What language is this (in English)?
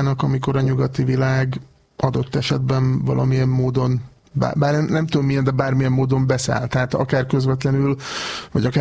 Hungarian